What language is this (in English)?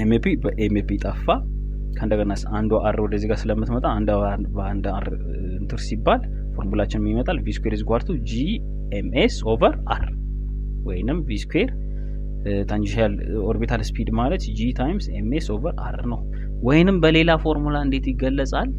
Amharic